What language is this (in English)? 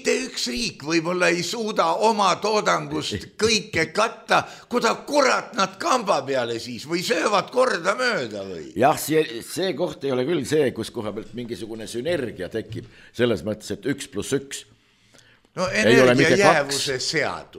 Estonian